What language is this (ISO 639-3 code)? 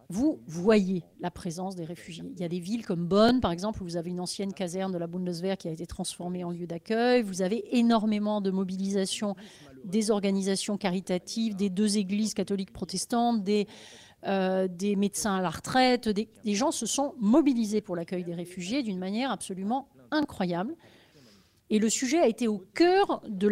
fra